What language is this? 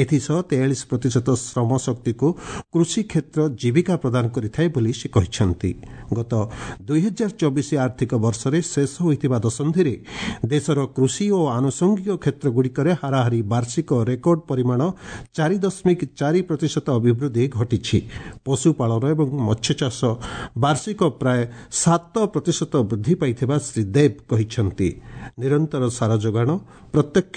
Odia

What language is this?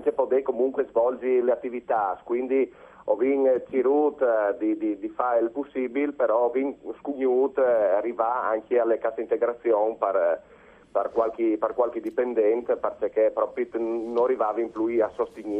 Friulian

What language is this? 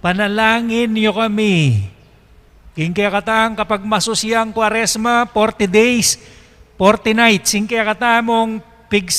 Pampanga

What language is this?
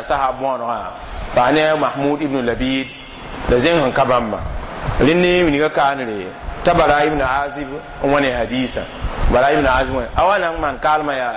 Mossi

